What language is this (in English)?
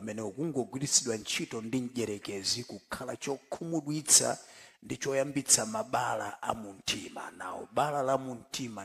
Nyanja